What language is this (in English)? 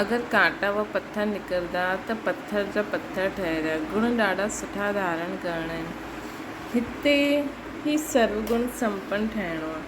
Sindhi